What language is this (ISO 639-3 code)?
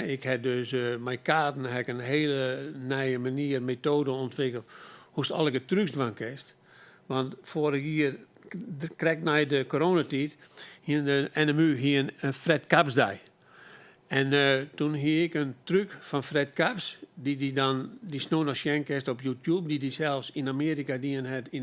fry